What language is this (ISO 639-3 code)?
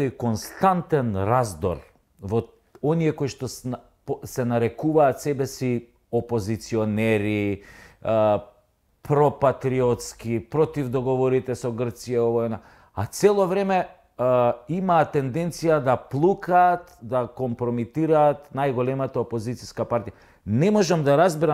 mkd